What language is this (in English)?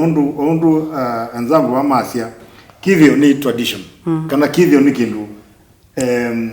Kamba